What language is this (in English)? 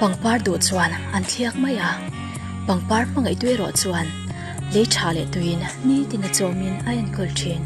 Mizo